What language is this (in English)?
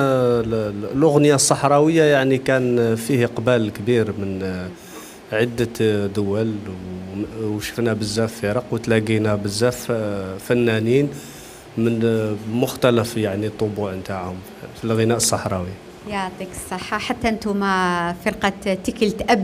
Algerian Arabic